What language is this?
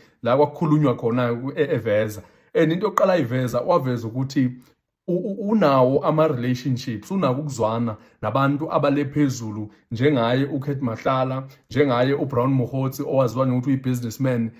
Zulu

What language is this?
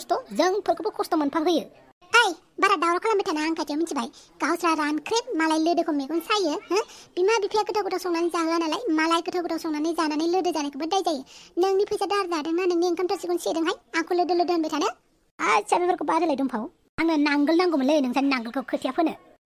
Bodo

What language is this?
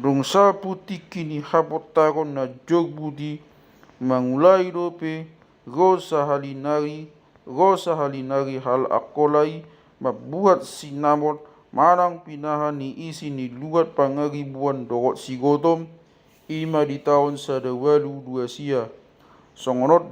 Batak Toba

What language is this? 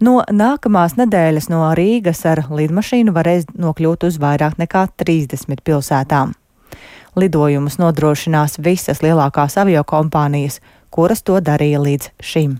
Latvian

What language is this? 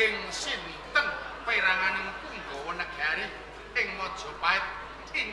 Javanese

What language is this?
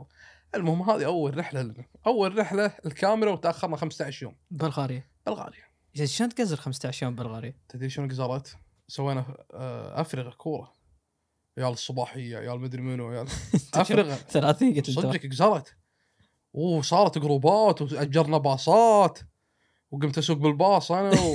Gulf Arabic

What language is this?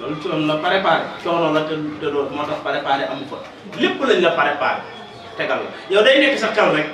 Wolof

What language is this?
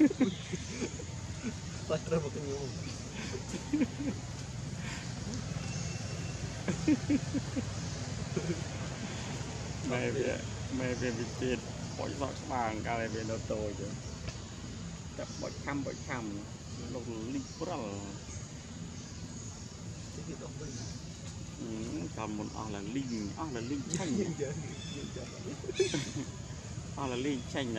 Vietnamese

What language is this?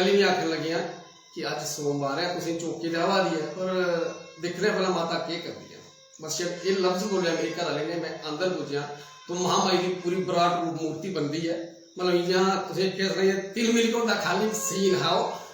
Dogri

